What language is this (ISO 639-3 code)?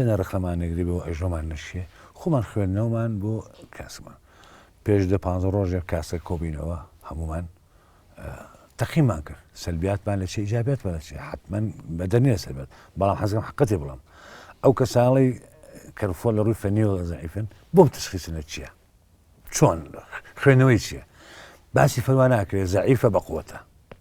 ckb